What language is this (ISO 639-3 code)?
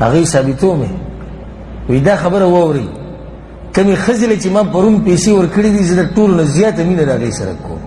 pus